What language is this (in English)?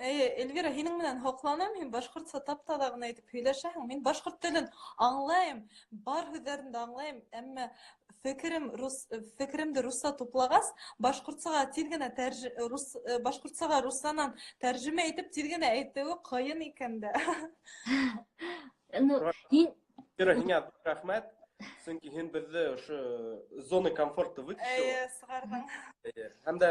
Bashkir